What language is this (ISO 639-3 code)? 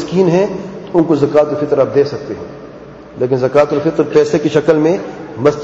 urd